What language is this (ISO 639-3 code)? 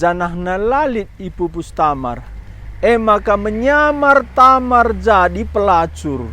btx